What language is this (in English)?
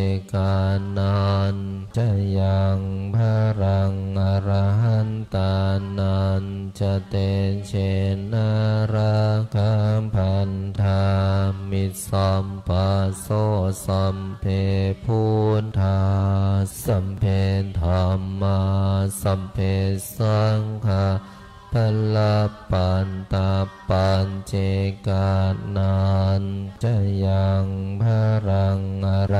Pali